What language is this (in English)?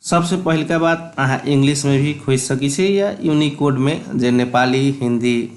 Maithili